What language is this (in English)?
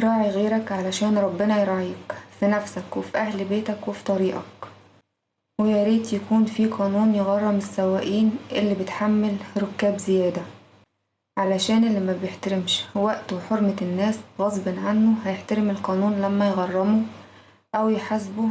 Egyptian Arabic